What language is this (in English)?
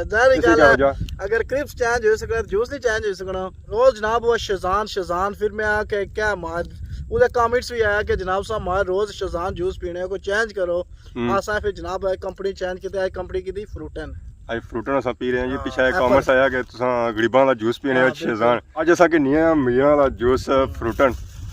Pahari-Potwari